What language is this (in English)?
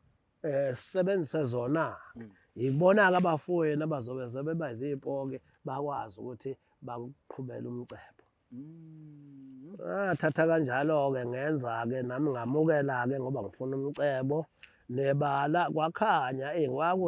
Zulu